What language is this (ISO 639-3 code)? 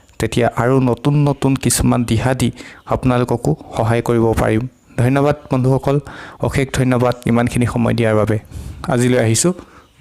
asm